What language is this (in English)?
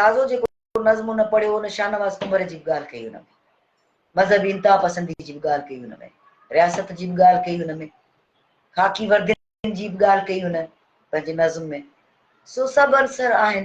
Sindhi